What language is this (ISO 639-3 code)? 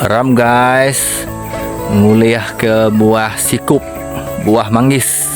iba